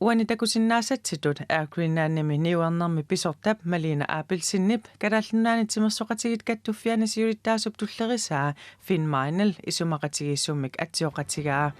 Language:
Kalaallisut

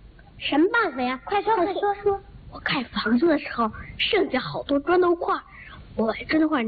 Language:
Chinese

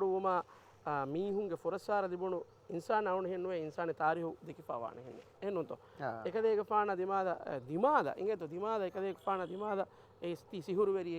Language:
Divehi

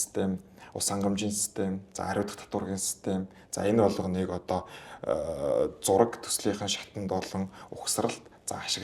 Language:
Mongolian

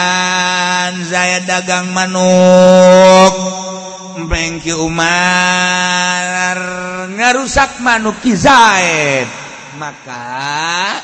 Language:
Sundanese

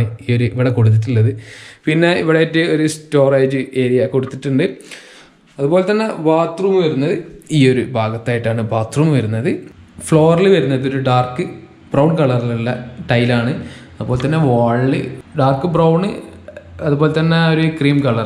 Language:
Malayalam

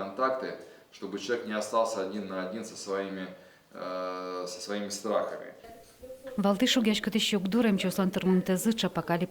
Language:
Udmurt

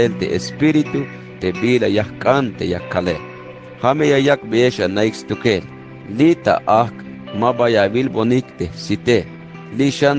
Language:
Tzeltal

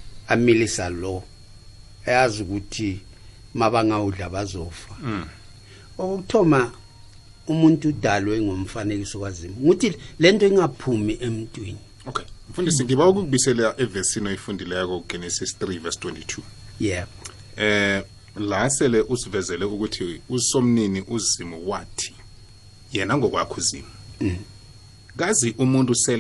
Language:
South Ndebele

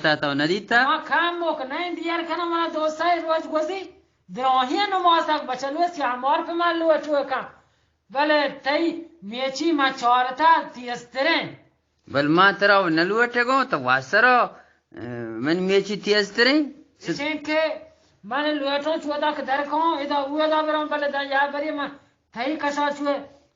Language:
Eastern Balochi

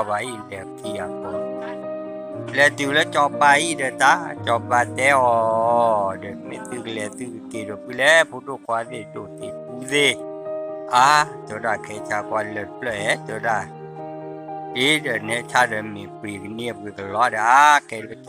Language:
S'gaw Karen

